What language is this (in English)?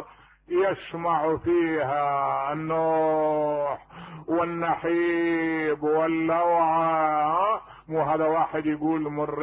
Mesopotamian Arabic